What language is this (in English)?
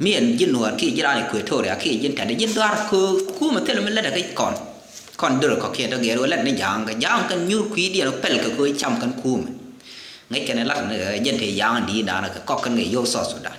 Nuer